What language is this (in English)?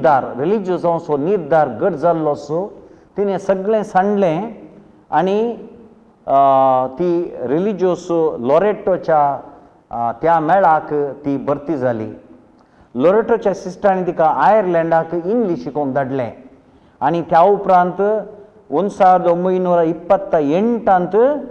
Konkani